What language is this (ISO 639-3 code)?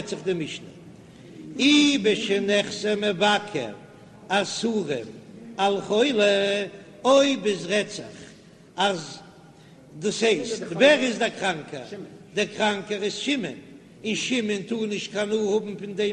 yid